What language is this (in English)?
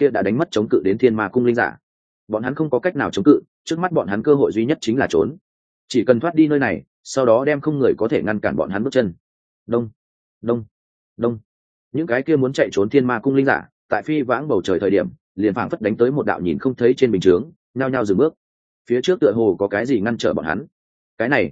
Vietnamese